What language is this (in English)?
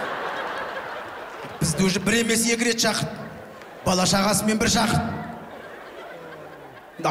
Kazakh